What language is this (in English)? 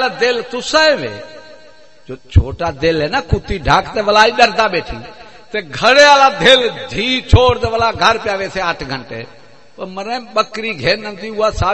Saraiki